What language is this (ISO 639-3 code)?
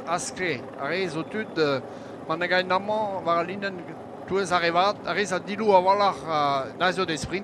bre